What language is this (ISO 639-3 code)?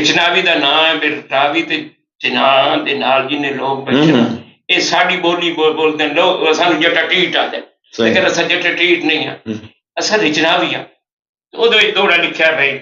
skr